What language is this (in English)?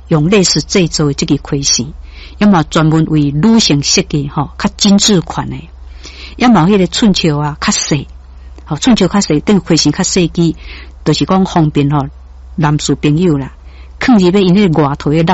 Min Nan Chinese